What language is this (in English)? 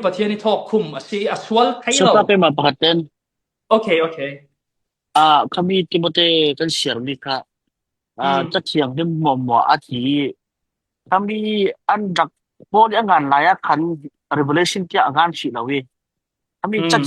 Falam Chin